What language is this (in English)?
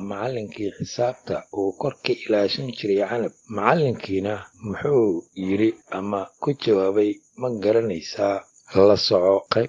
Somali